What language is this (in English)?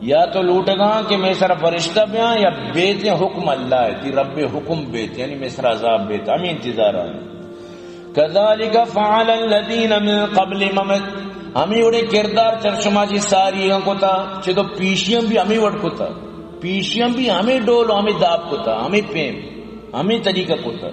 Eastern Balochi